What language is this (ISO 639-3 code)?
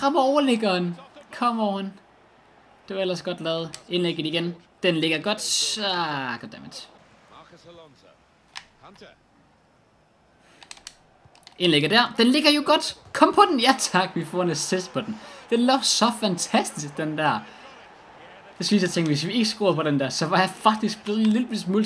dan